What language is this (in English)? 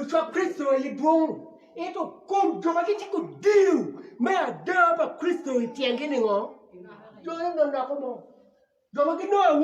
Acoli